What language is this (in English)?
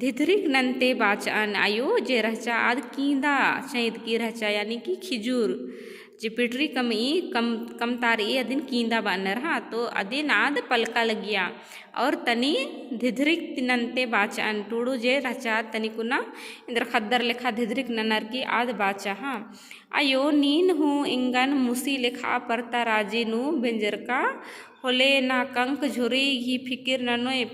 Kurukh